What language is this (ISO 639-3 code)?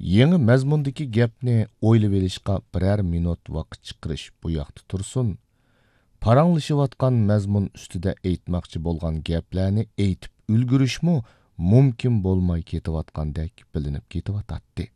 uig